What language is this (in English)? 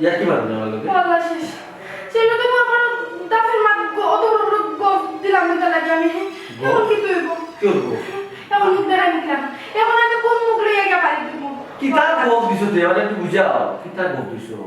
Sylheti